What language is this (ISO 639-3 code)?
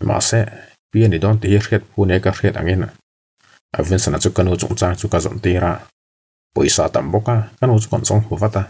lus